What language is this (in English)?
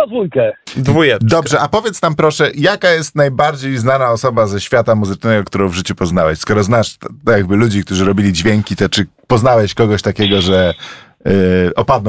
Polish